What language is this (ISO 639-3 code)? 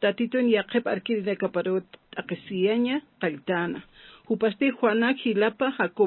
aym